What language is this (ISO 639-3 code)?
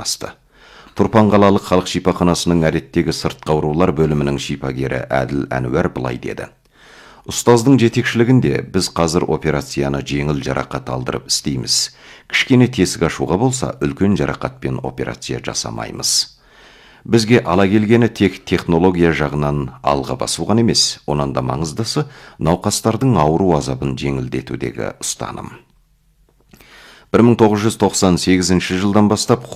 kaz